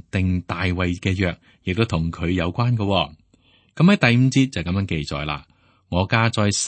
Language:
Cantonese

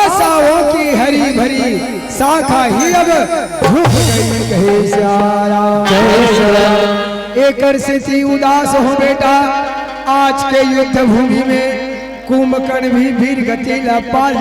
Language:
Chhattisgarhi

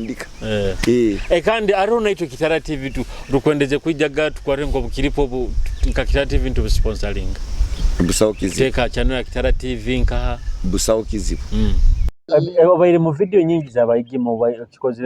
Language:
Nyoro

